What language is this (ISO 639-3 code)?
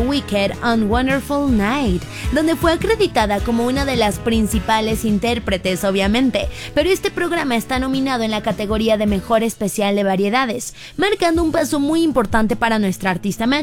spa